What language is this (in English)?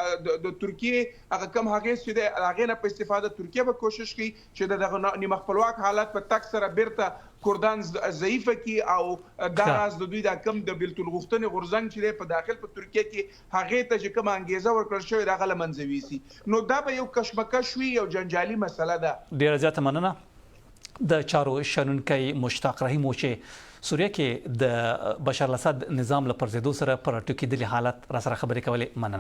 Pashto